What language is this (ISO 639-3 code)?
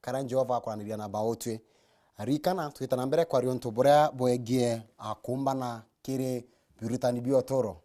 mer